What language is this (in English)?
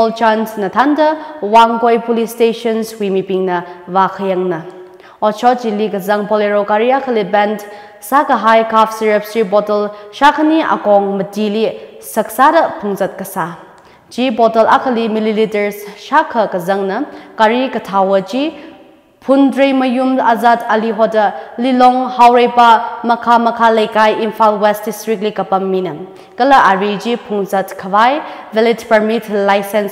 Tangkhul Naga (India)